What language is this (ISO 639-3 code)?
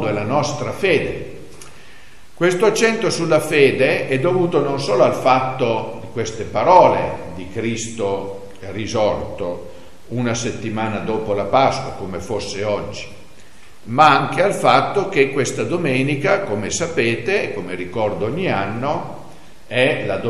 ita